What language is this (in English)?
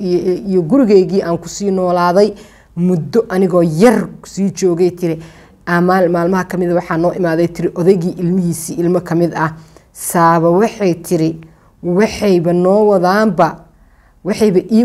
Somali